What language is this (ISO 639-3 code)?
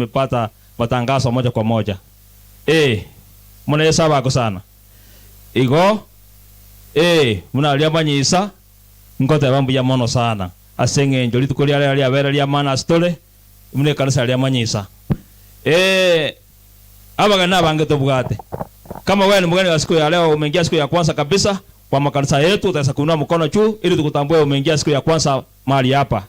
guz